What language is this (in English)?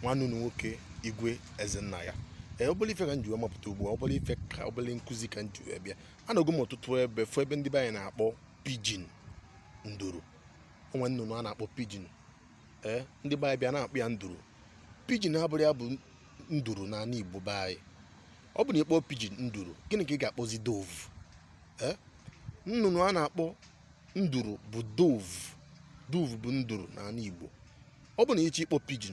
Igbo